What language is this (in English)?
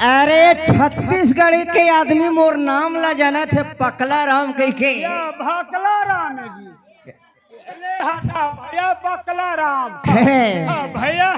Chhattisgarhi